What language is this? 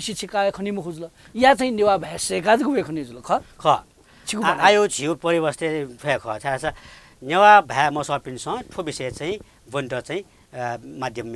Newari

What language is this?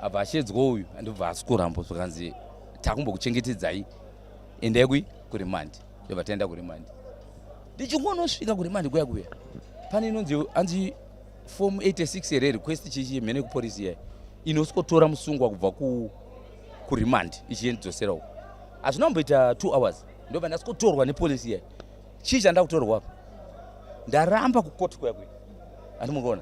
Shona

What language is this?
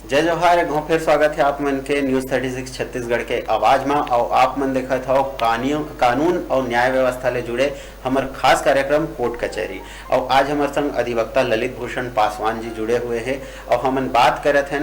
Chhattisgarhi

